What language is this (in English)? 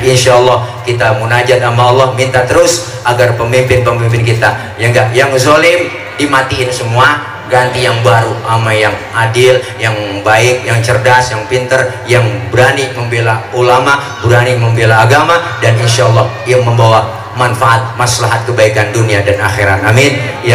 Betawi